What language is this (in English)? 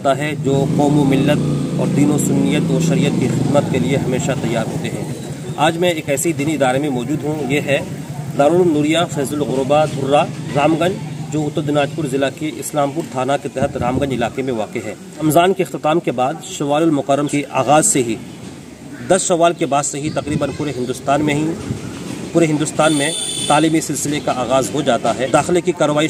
Urdu